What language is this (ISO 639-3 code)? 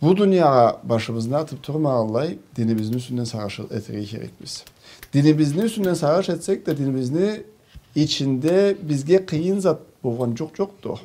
krc